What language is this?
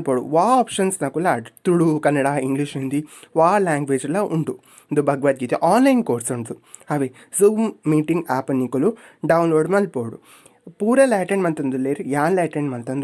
Tulu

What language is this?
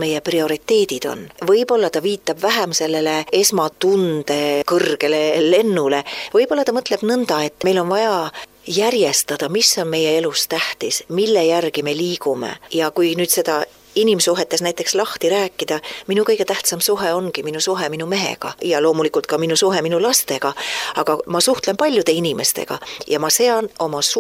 Estonian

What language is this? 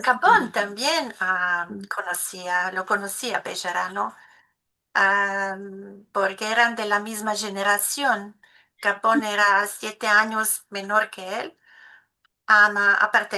Ladino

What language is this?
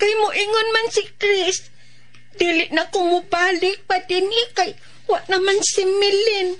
Cebuano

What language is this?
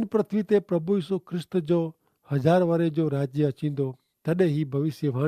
Kachhi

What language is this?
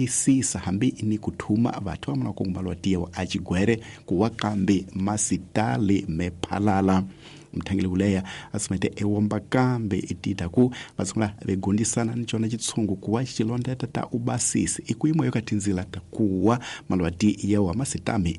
Tsonga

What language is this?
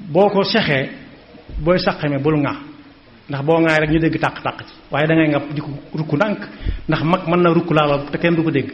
Wolof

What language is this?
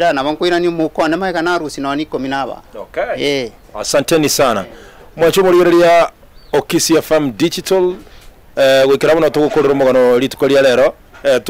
Gusii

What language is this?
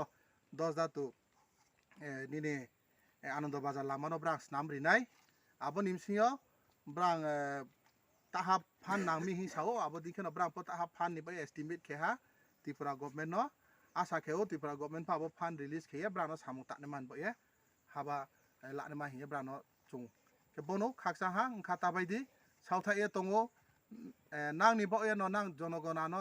Riang (India)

